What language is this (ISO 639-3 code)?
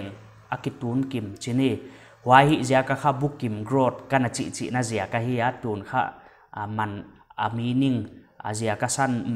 pck